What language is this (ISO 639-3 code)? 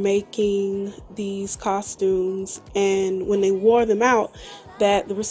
eng